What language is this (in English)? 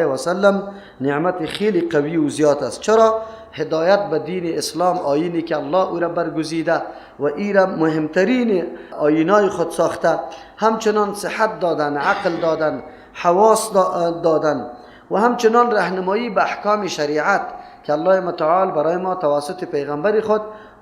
Persian